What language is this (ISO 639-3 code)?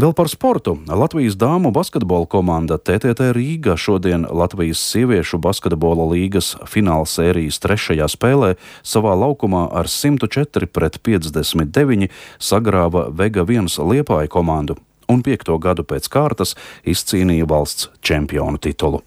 lav